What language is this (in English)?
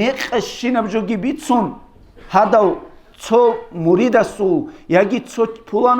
Avaric